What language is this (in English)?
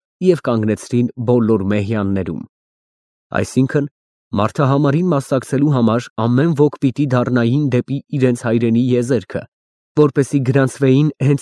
Armenian